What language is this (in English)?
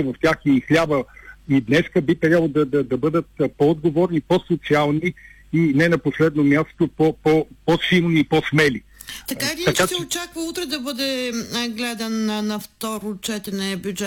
Bulgarian